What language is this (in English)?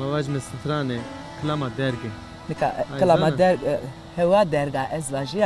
Zaza